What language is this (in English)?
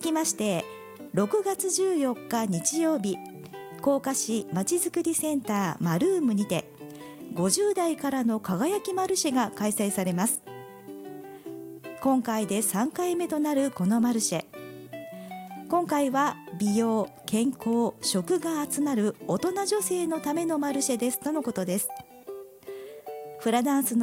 Japanese